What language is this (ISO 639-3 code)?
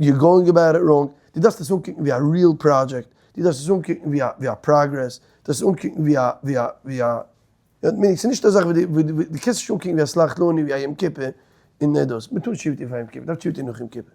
yid